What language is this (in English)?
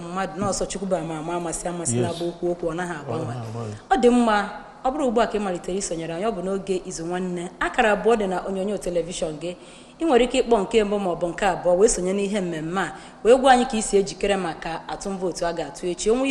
Igbo